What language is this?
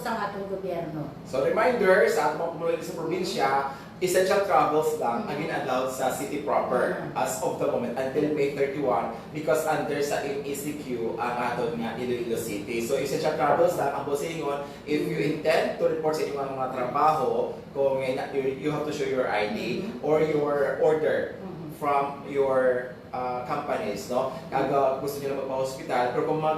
Hiligaynon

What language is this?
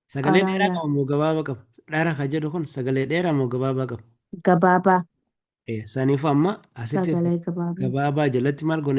Oromo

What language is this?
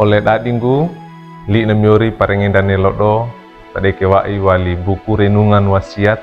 Wejewa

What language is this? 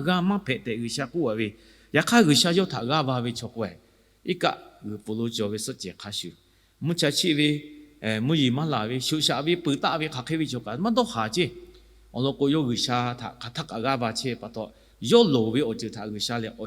Lahu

